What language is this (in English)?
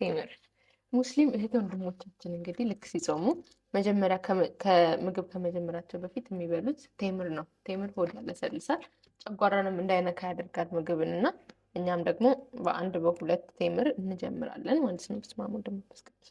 Amharic